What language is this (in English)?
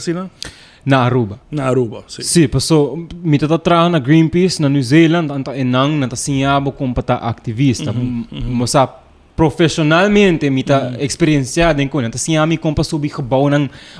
Papiamento